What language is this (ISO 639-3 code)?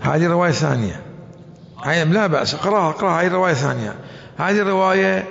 acm